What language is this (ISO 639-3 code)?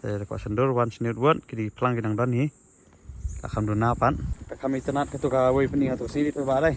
kha